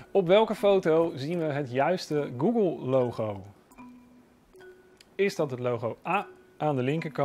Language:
Dutch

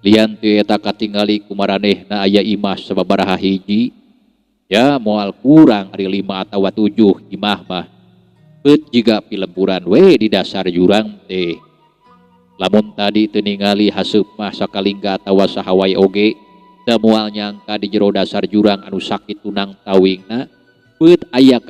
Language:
Sundanese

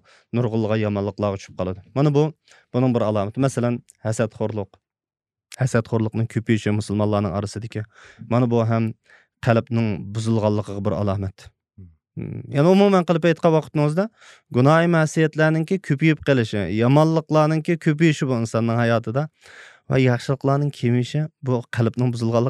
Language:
Uyghur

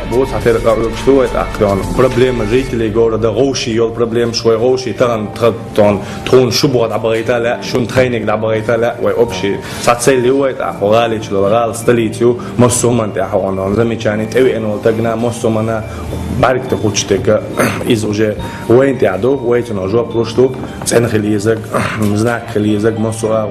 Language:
Chechen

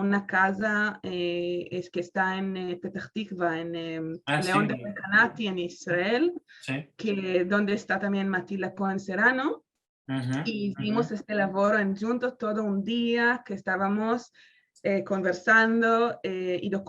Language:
Ladino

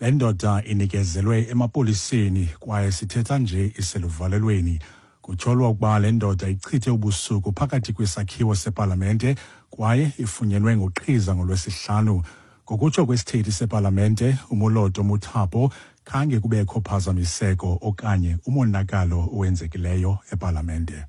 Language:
Xhosa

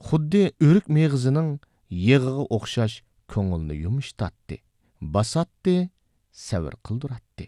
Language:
Uyghur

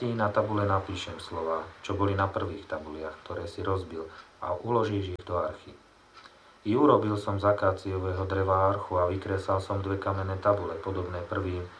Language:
Slovak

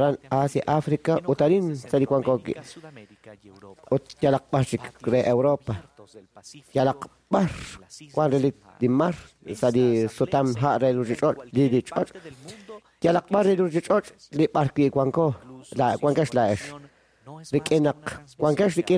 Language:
Kekchí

